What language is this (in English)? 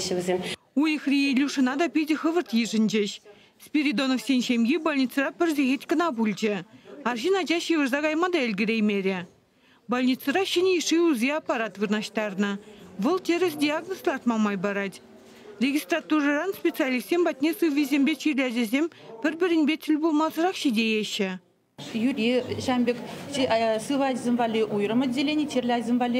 Chuvash